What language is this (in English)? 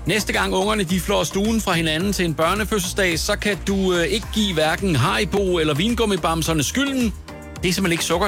Danish